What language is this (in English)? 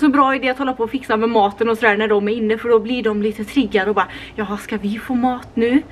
Swedish